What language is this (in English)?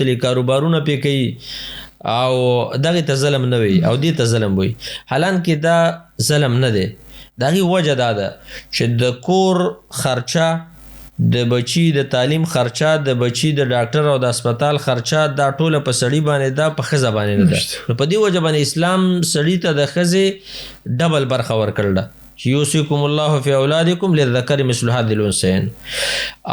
Pashto